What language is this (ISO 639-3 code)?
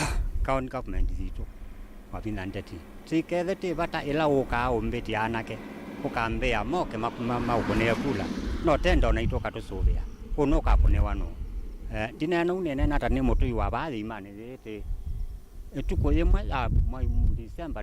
kam